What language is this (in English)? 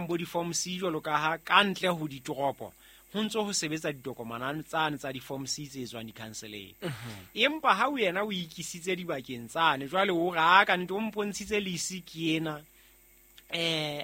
Southern Sotho